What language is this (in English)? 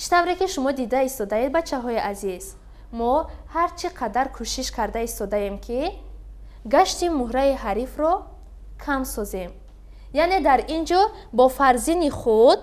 Tajik